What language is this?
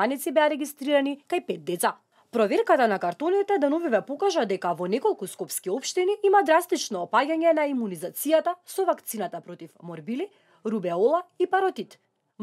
Macedonian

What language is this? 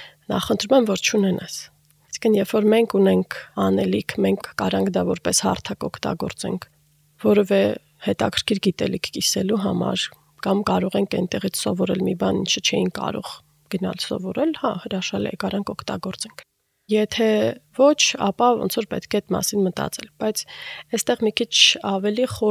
Armenian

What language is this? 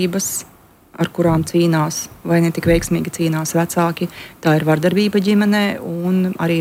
Latvian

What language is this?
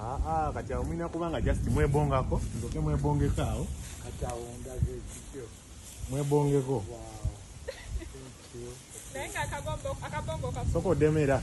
Ganda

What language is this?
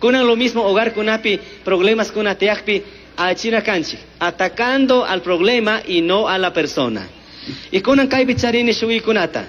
Chimborazo Highland Quichua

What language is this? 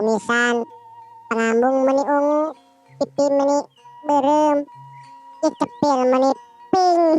Sundanese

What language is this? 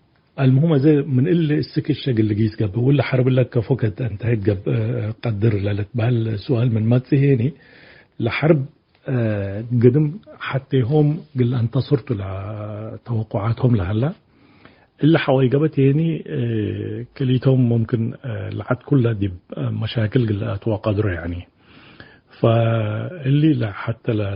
Tigre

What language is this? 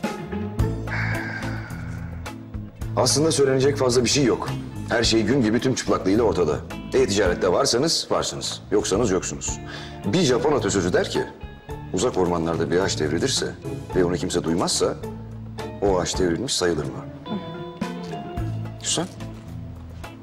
Turkish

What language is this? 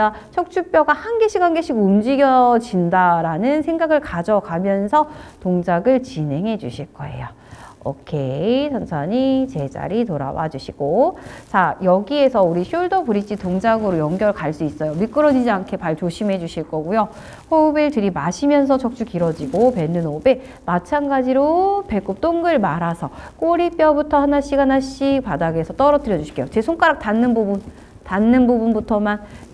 Korean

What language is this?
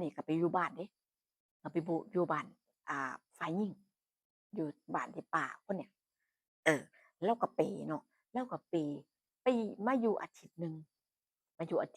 Northeastern Thai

